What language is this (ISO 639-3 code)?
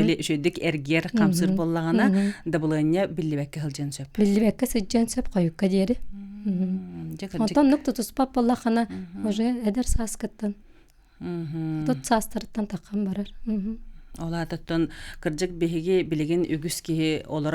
sah